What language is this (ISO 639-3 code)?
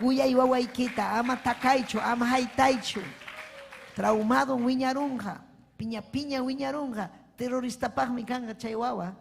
quy